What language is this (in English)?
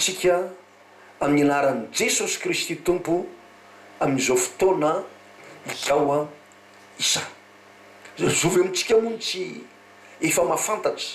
Malagasy